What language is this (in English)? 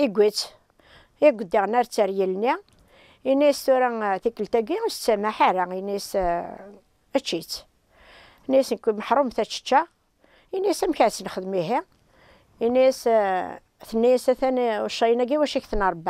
Kabyle